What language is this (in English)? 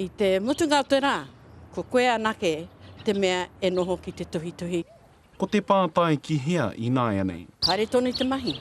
Māori